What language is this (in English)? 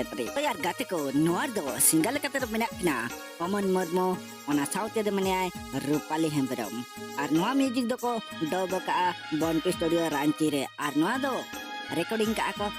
Santali